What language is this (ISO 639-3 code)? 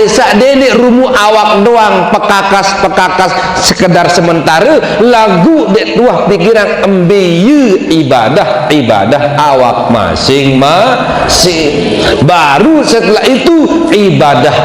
sas